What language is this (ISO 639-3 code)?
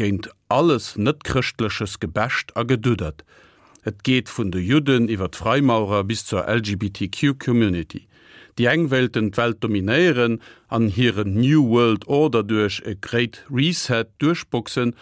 ltz